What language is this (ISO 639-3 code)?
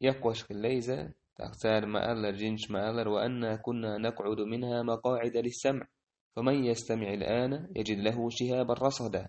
che